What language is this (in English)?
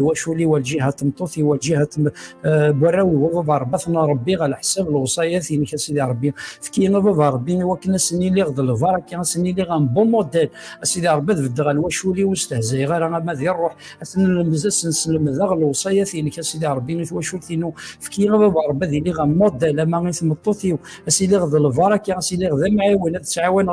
Kabyle